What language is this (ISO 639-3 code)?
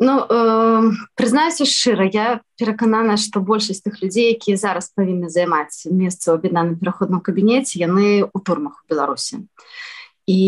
bel